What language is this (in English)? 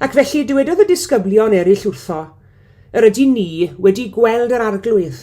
Welsh